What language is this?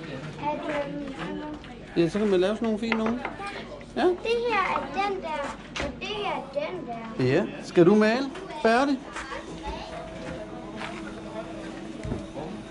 Danish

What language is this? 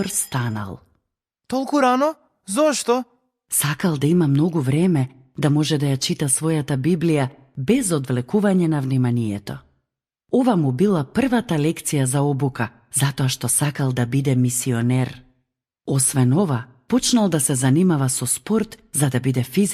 Macedonian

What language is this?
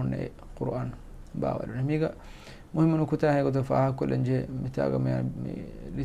Divehi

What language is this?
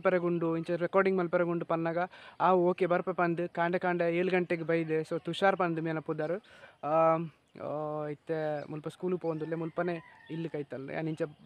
Tulu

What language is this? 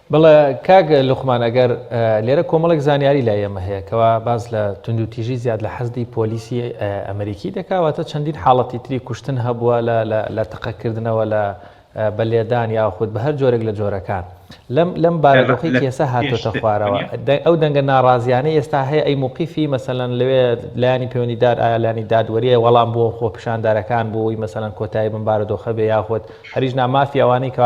Central Kurdish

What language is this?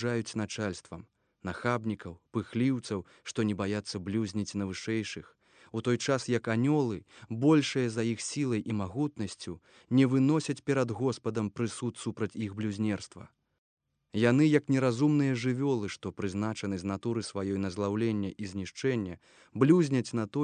Belarusian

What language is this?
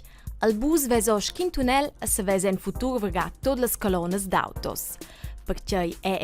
Romansh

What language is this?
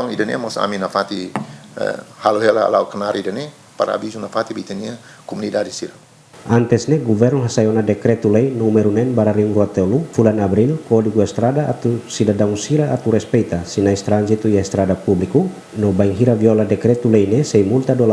Tetum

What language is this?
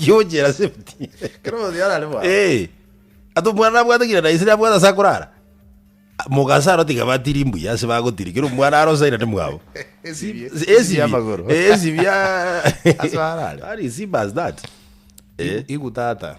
Gusii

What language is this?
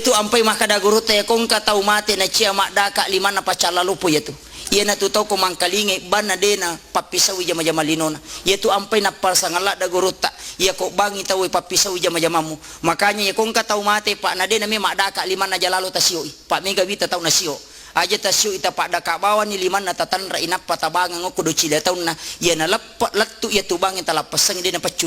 Buginese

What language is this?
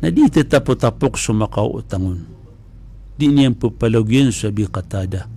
Maranao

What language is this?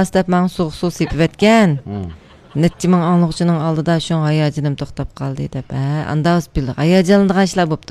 Uyghur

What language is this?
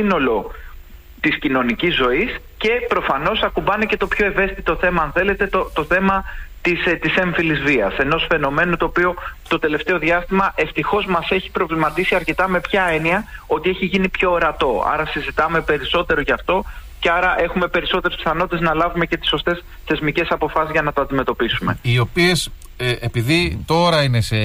Greek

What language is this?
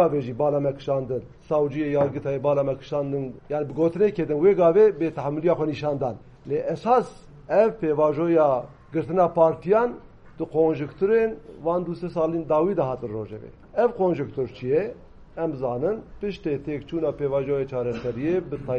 Kurdish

